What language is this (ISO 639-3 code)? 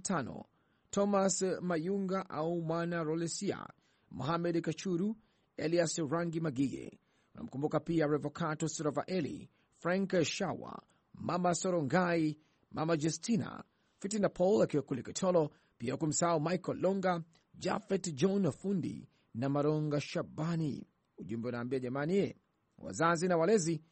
swa